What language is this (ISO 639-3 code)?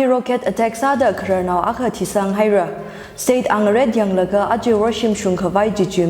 nmf